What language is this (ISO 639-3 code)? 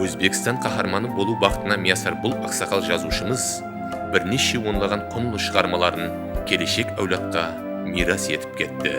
kaa